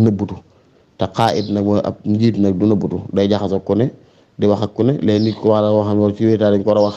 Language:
Wolof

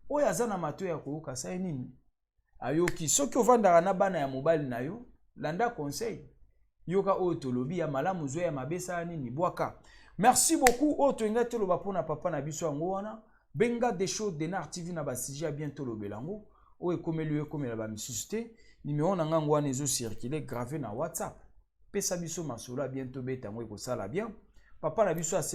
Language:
Lingala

